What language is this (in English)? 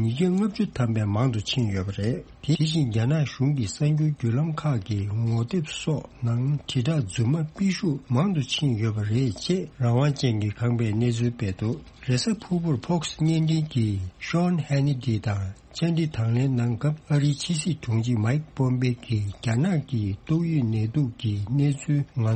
Tibetan